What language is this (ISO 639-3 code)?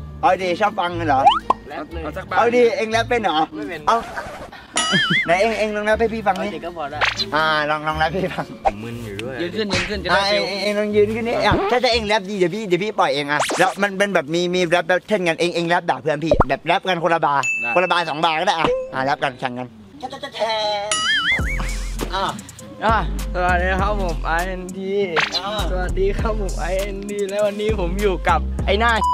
tha